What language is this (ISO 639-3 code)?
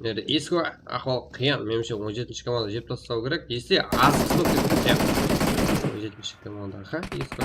kaa